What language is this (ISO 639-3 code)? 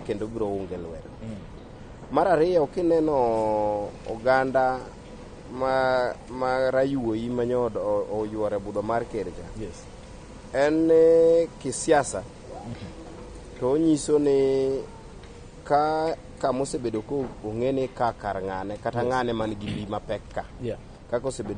luo